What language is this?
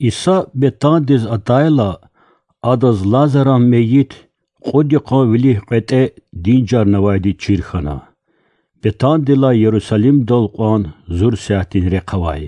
Lezghian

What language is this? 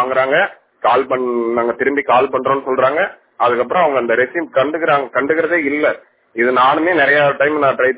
Tamil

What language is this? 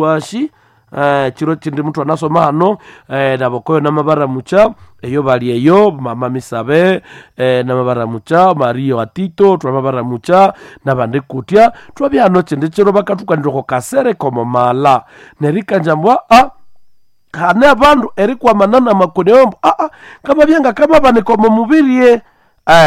Nande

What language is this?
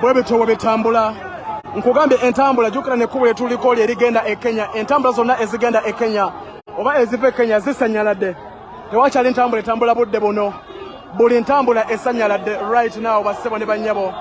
Ganda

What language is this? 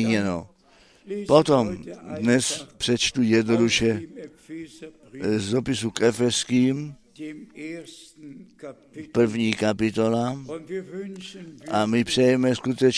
Czech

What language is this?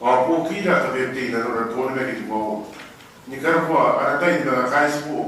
Gilbertese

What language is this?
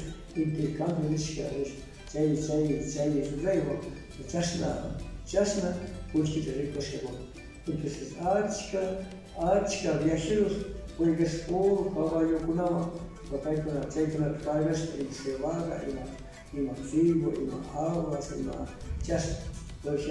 Cañar Highland Quichua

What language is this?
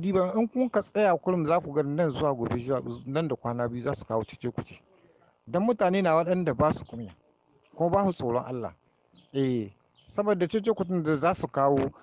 Hausa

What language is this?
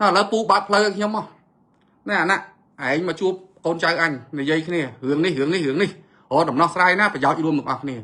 Khmer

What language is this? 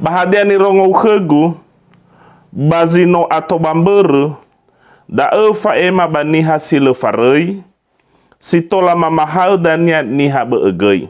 Nias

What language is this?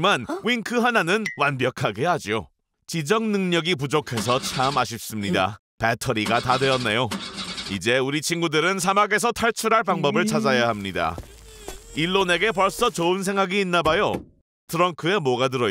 Korean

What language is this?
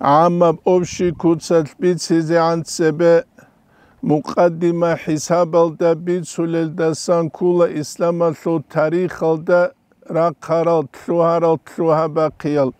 Avaric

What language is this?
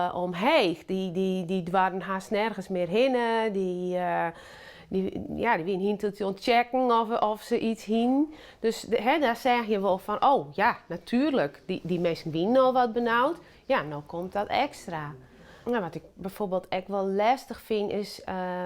Western Frisian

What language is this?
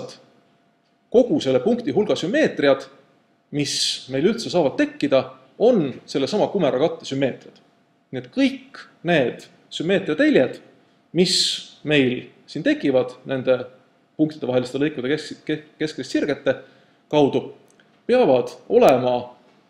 Estonian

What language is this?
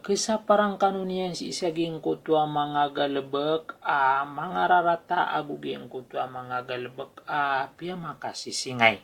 Maranao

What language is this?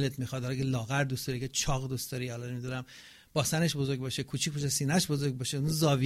Persian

